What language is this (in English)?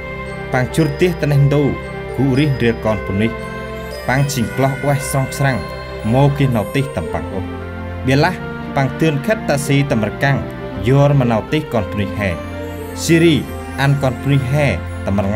Central Mnong